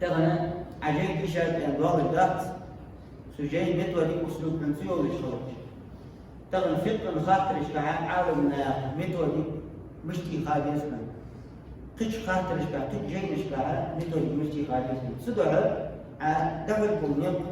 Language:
Ingush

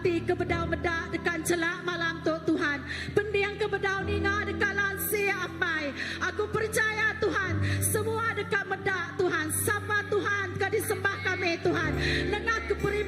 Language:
Iban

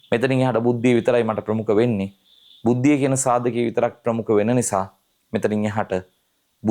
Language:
Sinhala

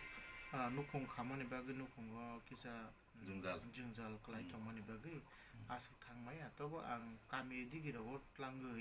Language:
Kok Borok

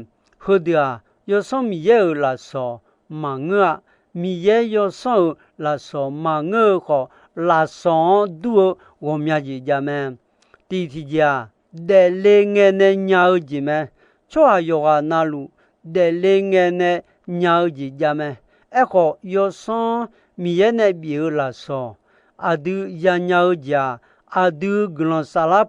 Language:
Akha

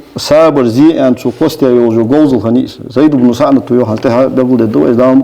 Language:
Ingush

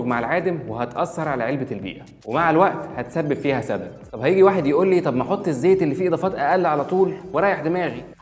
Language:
Egyptian Arabic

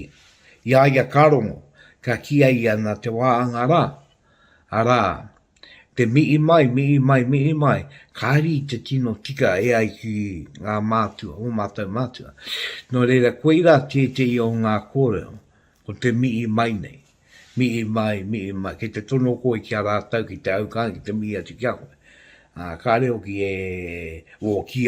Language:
Māori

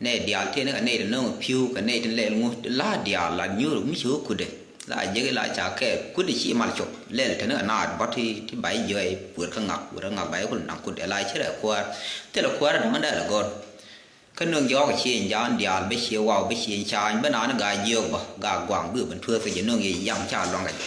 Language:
Nuer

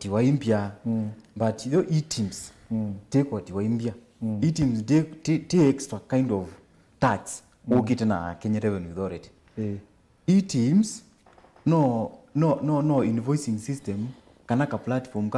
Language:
Kamba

